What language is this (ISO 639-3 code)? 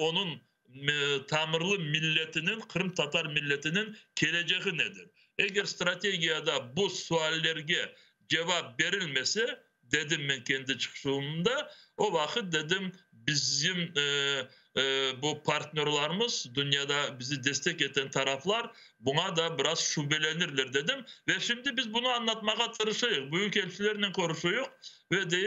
crh